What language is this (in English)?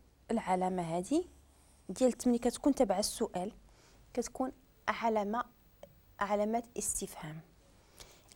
Moroccan Arabic